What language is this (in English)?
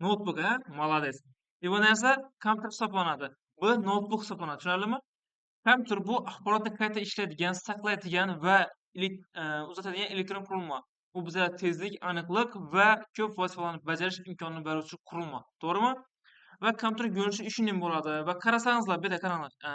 Uzbek